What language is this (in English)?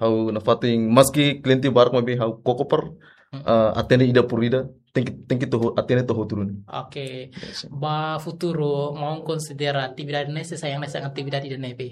Tetum